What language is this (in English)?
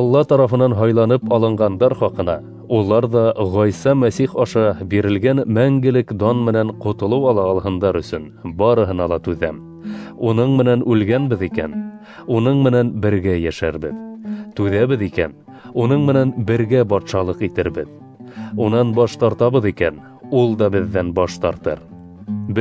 Bashkir